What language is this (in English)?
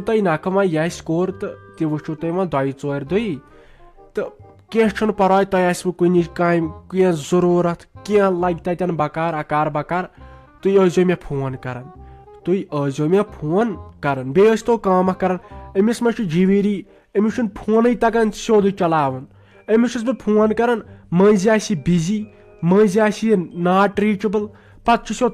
Kashmiri